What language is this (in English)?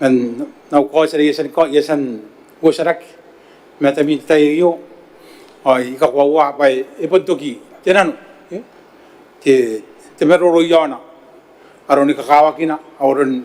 Gilbertese